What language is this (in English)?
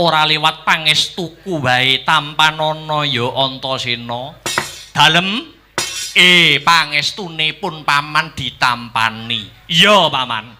Javanese